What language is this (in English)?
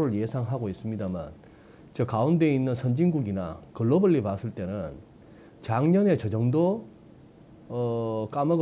Korean